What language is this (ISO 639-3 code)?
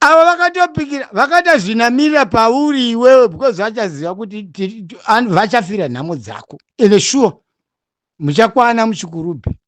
sna